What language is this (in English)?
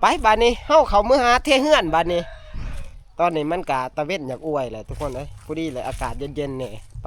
Northeastern Thai